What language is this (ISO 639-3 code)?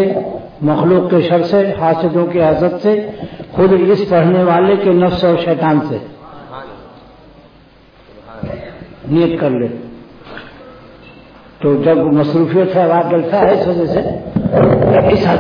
urd